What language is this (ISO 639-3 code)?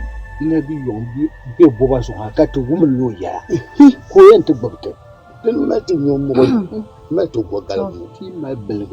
dag